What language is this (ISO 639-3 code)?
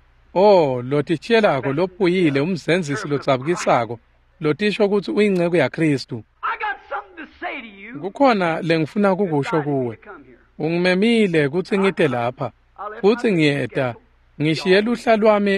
ssw